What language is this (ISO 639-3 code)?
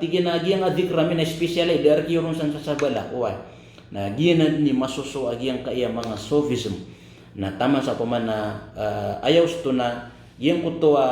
mrw